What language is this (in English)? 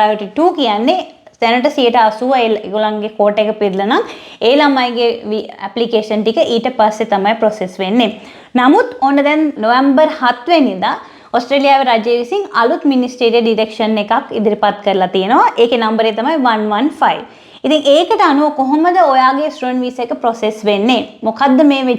Sinhala